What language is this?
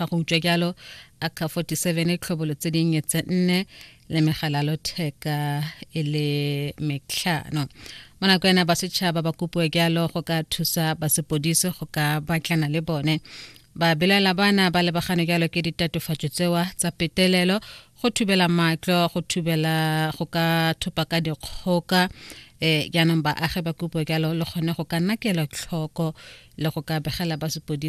Tswana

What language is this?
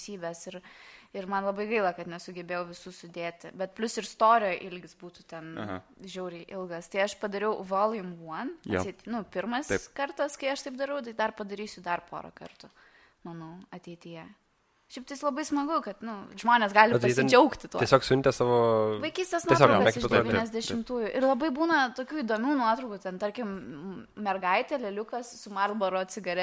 Lithuanian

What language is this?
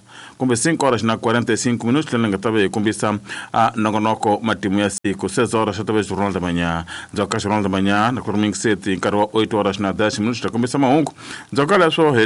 Tsonga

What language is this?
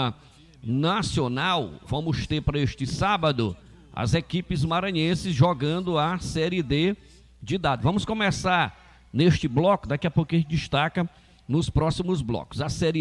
Portuguese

